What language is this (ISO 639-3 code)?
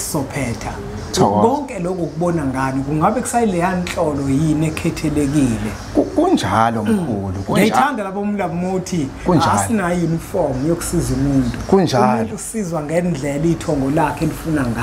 zul